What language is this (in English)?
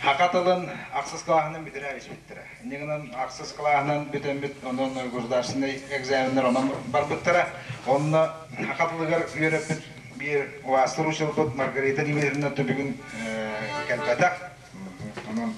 Yakut